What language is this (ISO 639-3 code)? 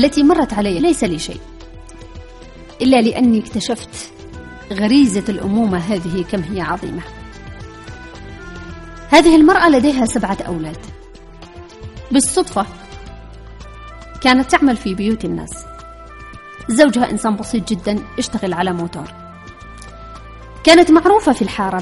ara